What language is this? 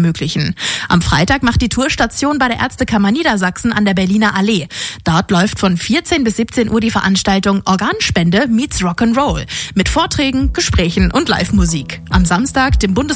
German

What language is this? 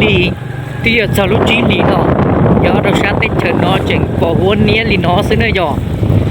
Hmong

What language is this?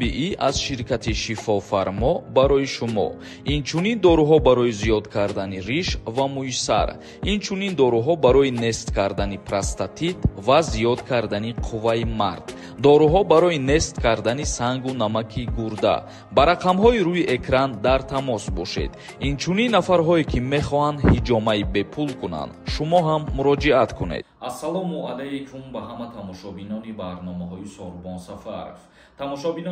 Tajik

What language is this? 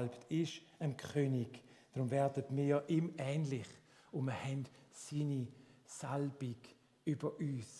Swiss German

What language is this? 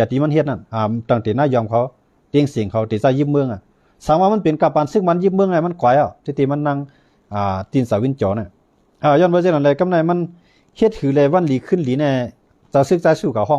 Shan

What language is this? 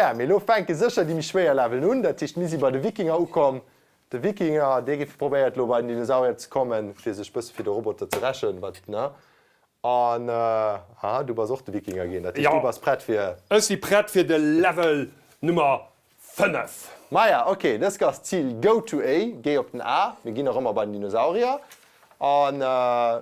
Luxembourgish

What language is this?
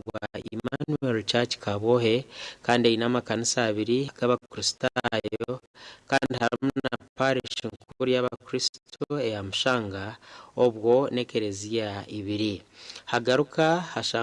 Nyankole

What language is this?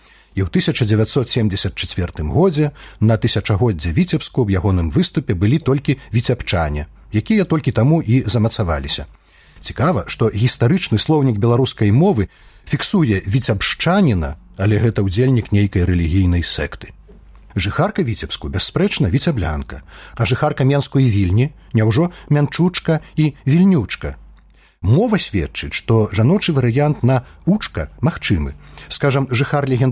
Belarusian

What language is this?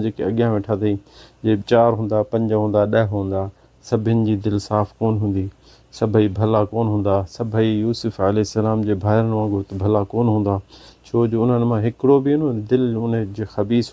Sindhi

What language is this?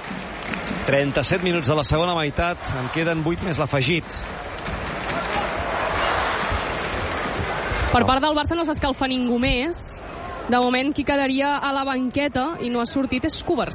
Catalan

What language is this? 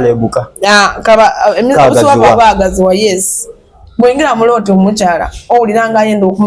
Soga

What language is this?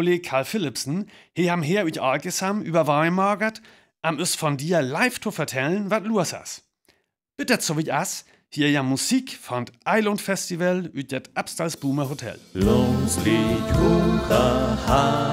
Northern Frisian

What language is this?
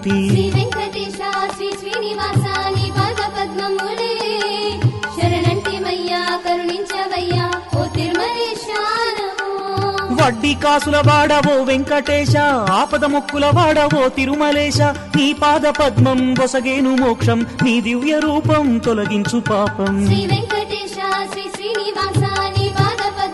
Telugu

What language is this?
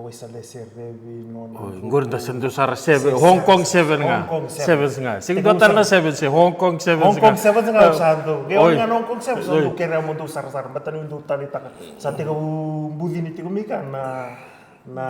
Fijian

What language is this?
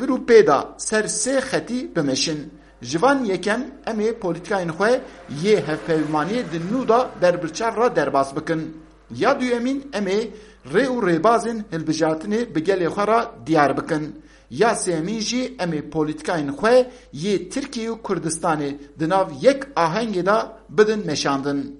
Kurdish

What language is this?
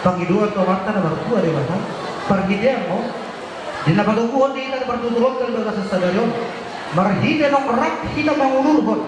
Batak Toba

